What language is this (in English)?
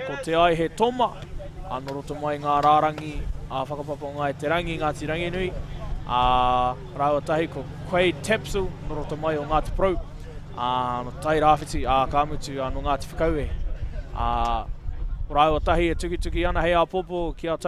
Māori